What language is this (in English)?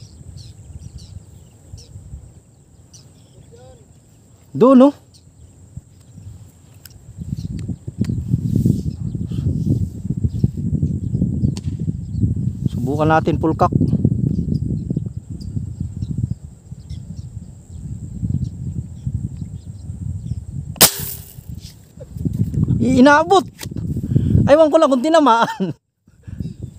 Filipino